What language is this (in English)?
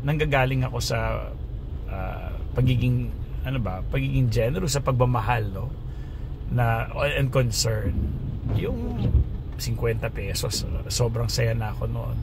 Filipino